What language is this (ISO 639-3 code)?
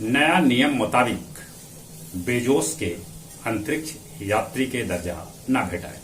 mag